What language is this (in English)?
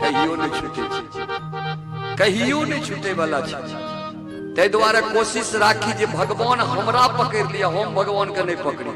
Maithili